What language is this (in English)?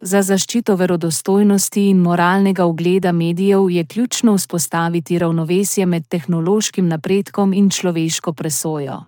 Slovenian